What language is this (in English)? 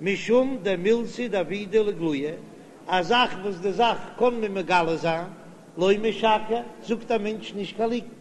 Yiddish